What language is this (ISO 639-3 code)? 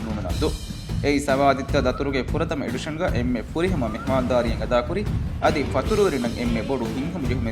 div